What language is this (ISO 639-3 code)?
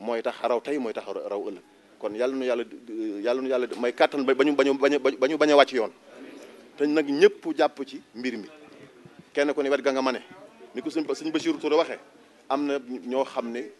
wol